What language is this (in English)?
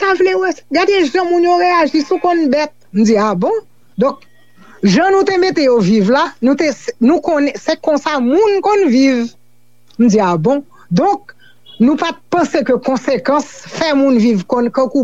Haitian Creole